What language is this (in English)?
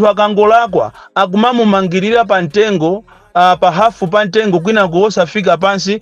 Nyanja